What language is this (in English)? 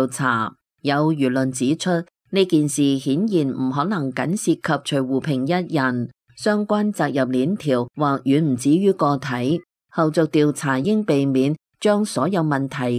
Cantonese